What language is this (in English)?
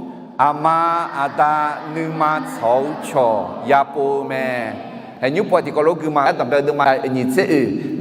Akha